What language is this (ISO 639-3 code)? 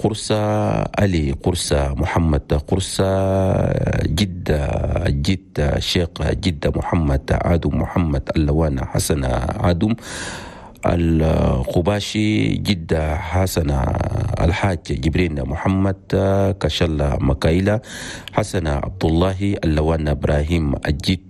shu